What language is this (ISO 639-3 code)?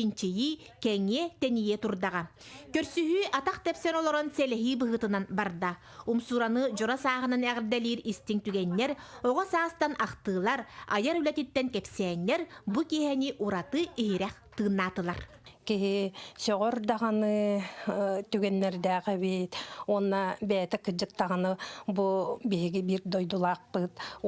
sah